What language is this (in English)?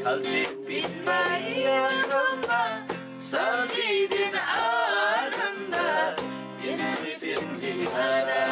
Eastern Tamang